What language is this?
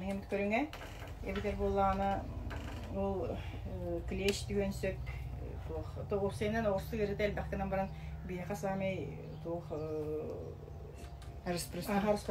Yakut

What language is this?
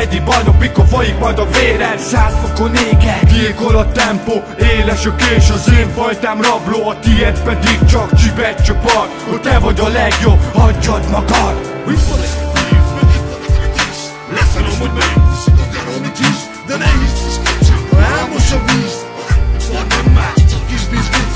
Hungarian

